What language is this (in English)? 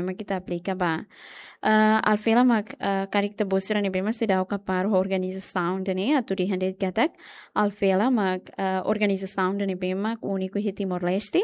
Tetum